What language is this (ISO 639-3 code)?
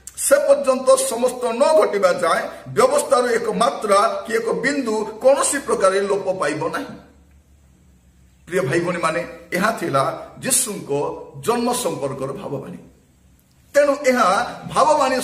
ori